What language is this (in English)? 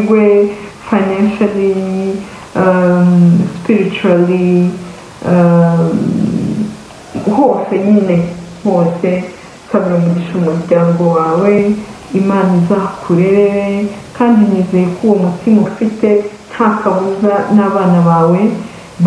Kinyarwanda